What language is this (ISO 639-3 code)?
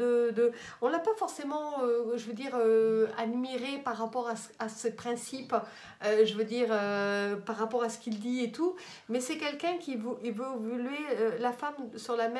fra